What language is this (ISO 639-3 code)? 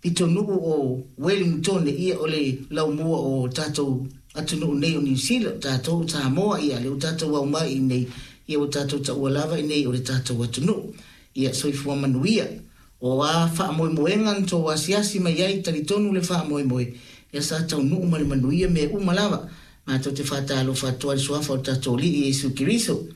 smo